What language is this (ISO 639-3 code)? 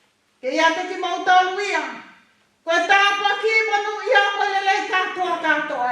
ton